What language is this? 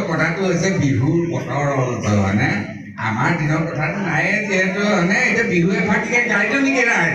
Assamese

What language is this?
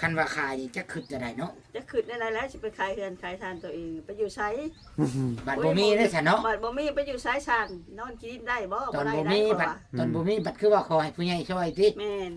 Northeastern Thai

